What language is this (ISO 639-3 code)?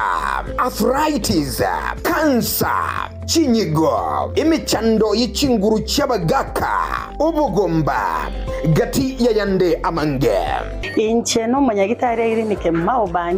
guz